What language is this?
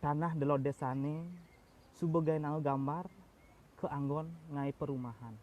Balinese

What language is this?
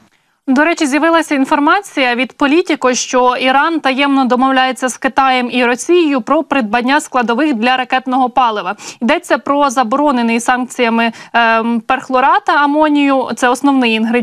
Ukrainian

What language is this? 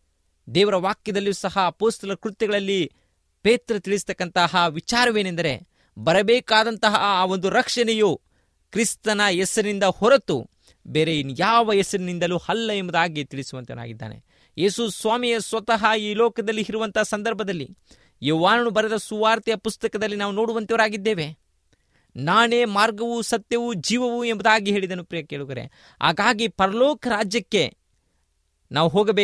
Kannada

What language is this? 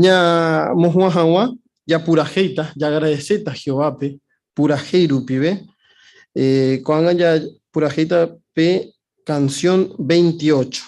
Guarani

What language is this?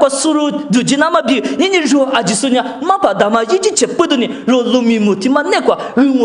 Lisu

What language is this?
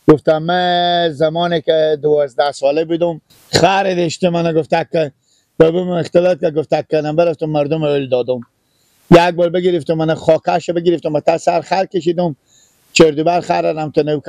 Persian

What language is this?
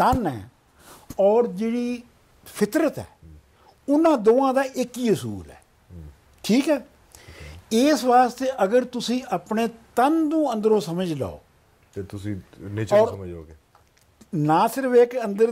Punjabi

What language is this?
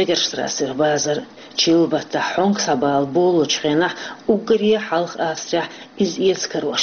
Chechen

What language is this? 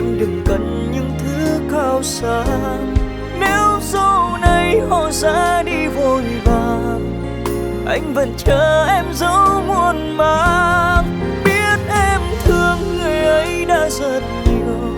Vietnamese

